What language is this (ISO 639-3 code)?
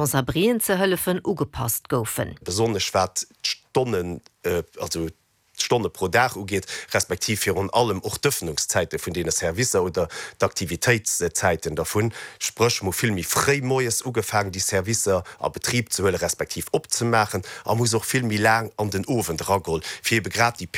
ltz